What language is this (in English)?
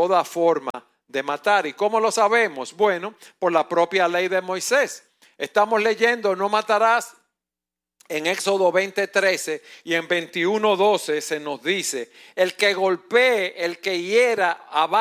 Spanish